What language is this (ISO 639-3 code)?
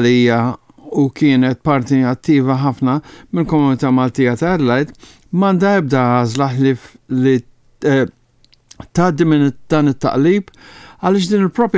mlt